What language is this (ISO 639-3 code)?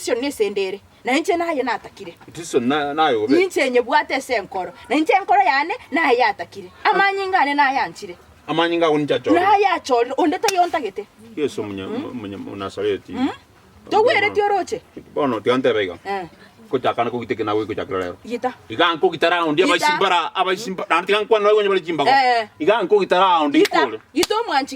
guz